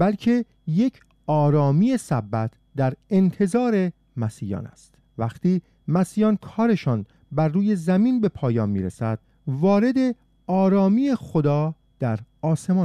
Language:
Persian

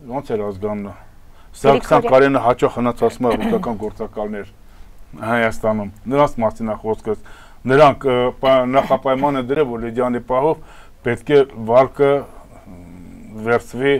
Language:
Armenian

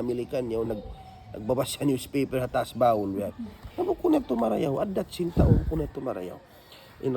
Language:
Tausug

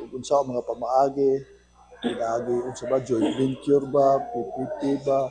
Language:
Cebuano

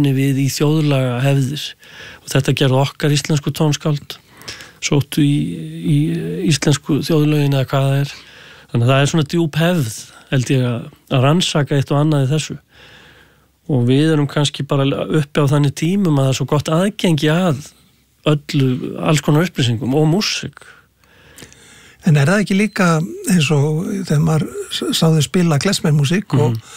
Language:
Icelandic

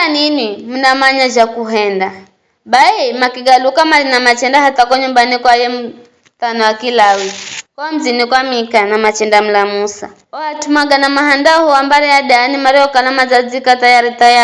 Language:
Giryama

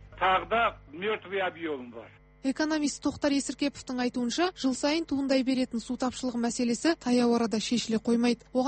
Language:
Kazakh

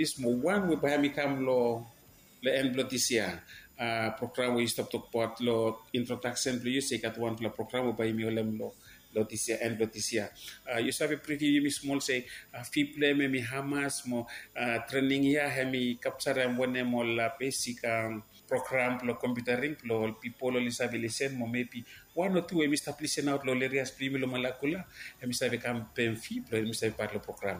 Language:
Bislama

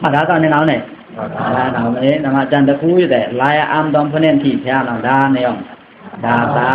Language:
Pa'o Karen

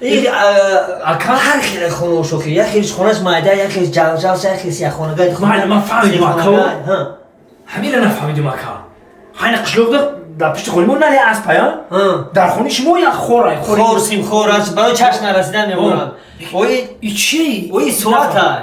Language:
Tajik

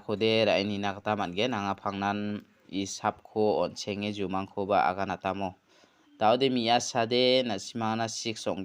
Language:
Garo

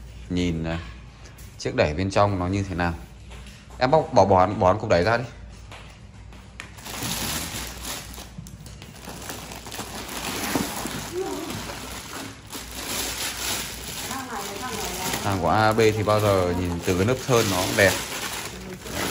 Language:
Vietnamese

